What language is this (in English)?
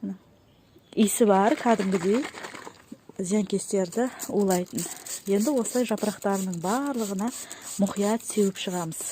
Kazakh